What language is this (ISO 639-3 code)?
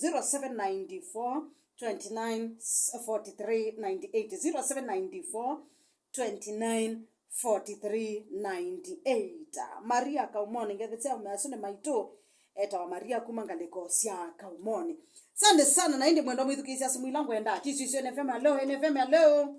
kam